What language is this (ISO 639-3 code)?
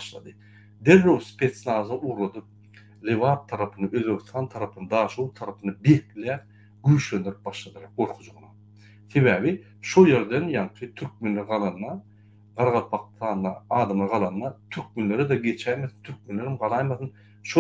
tuk